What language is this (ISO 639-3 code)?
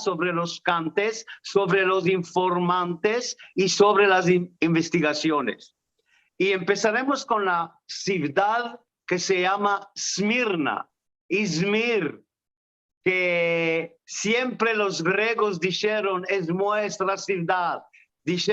lad